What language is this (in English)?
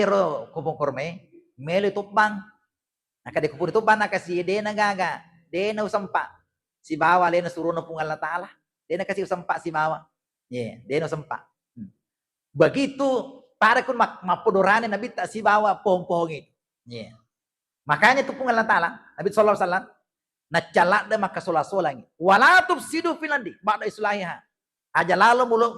Buginese